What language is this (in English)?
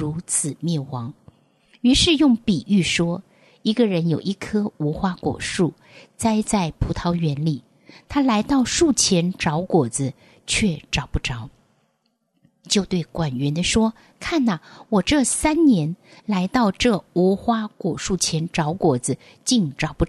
Chinese